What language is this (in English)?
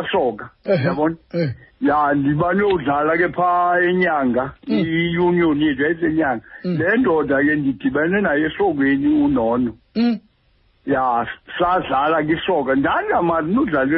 Xhosa